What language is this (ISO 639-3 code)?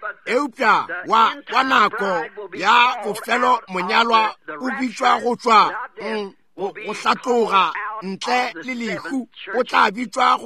nso